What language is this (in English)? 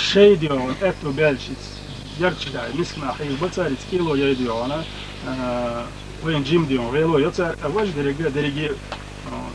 Chechen